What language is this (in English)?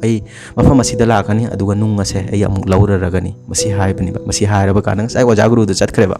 Manipuri